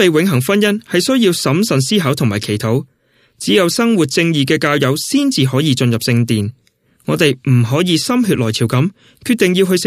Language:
Cantonese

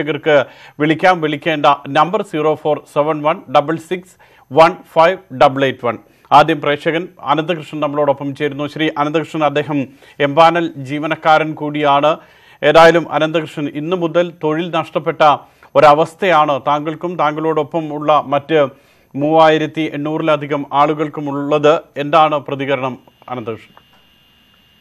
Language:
Malayalam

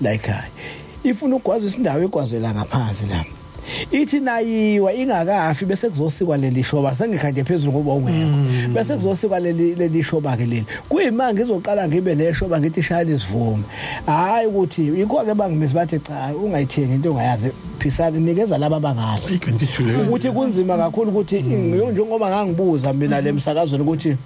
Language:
Zulu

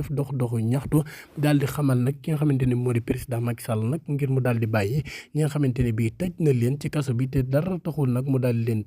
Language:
Wolof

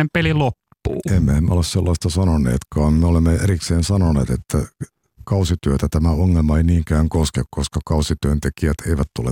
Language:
Finnish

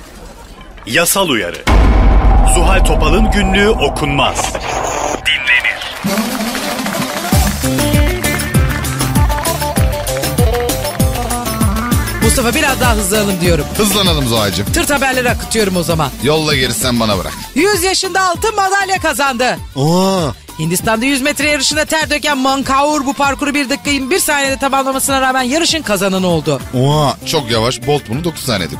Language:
Turkish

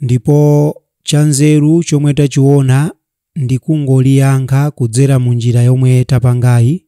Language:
Nyanja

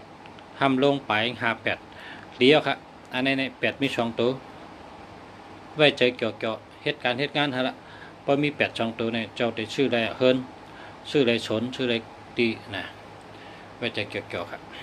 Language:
Shan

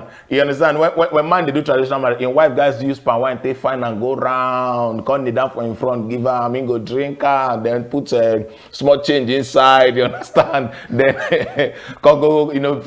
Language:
Nigerian Pidgin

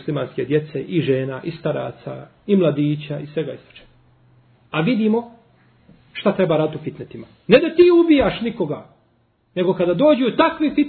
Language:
Bosnian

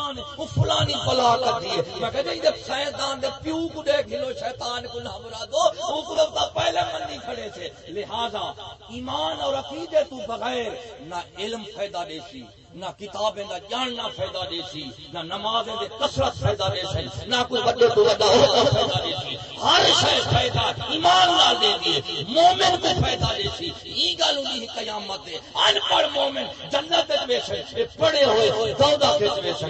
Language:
Saraiki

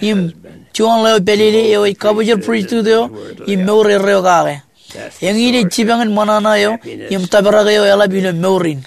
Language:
Marshallese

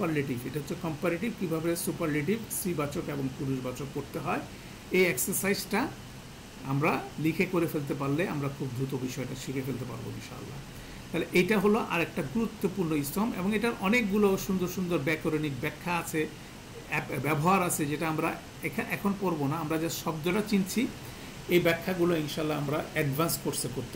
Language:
Bangla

